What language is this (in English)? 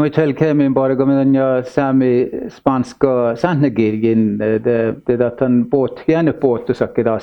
Northern Sami